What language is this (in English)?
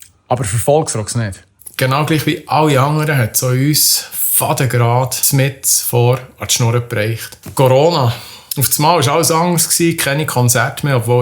Swiss German